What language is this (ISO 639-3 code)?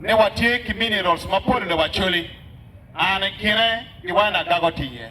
ach